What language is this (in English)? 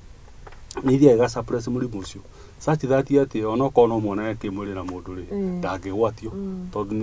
Kikuyu